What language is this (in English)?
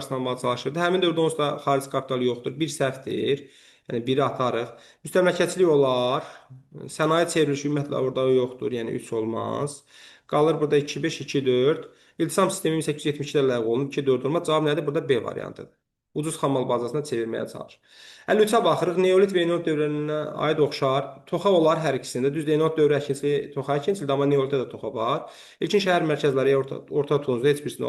Azerbaijani